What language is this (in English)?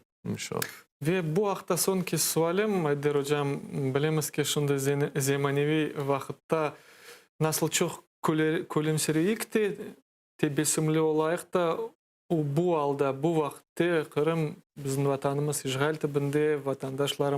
Crimean Tatar